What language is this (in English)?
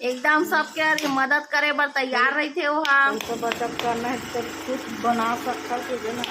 Chhattisgarhi